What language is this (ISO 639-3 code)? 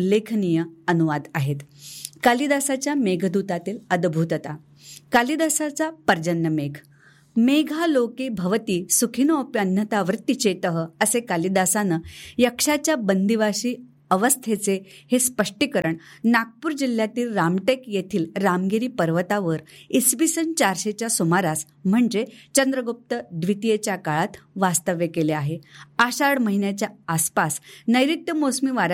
mar